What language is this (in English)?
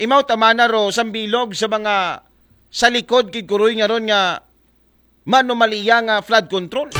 Aklanon